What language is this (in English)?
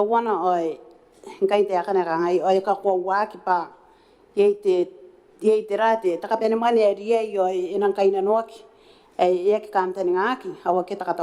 Gilbertese